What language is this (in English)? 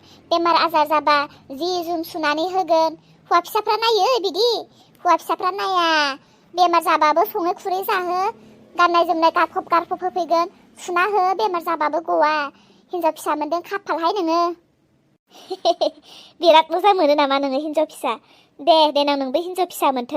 Bodo